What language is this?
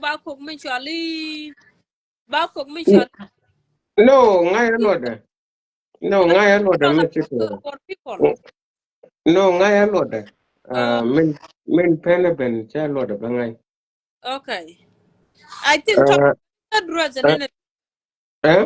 Nuer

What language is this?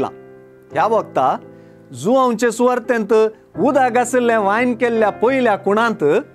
Konkani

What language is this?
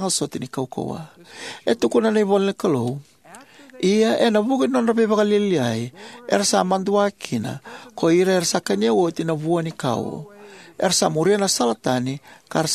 Fijian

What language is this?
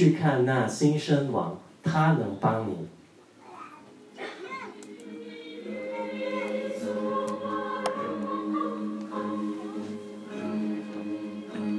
Chinese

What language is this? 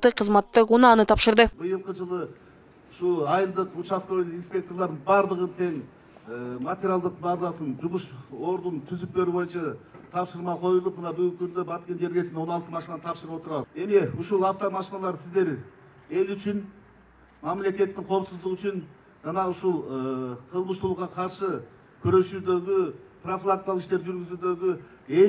Kyrgyz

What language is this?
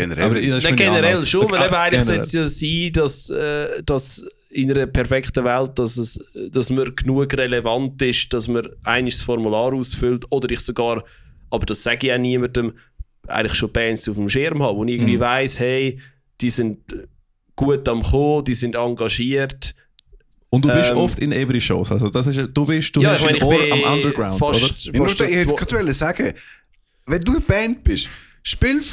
Swiss German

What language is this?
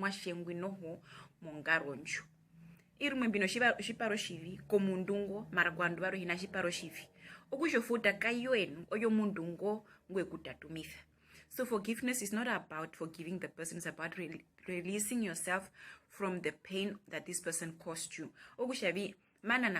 Herero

